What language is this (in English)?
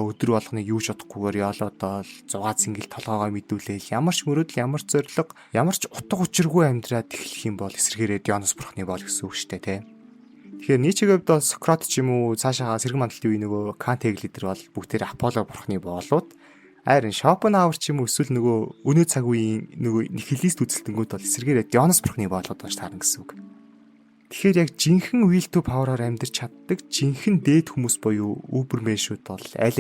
Mongolian